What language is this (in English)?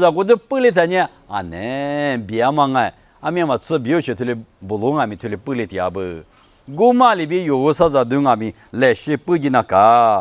Lisu